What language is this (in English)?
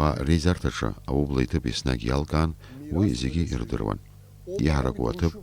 Abkhazian